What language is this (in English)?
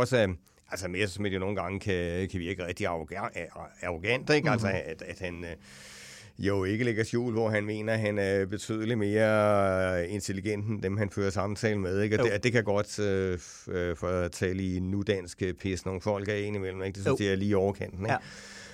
Danish